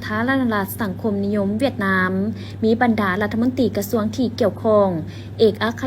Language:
Lao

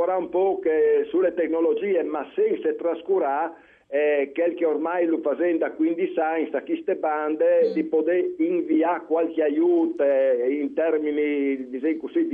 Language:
Friulian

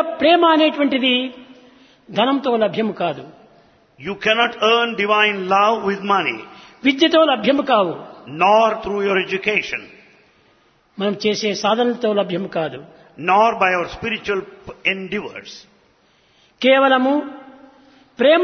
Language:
Telugu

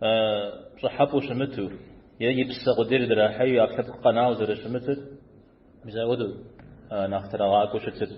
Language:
Kabardian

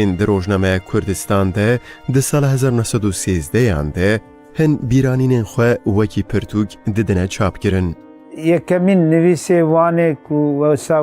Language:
Kurdish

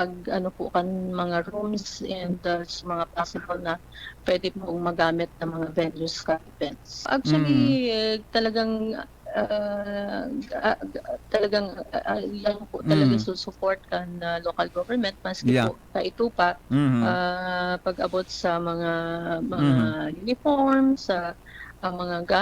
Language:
Bikol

